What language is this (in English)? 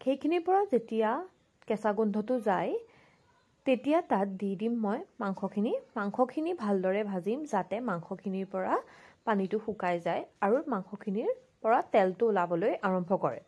Assamese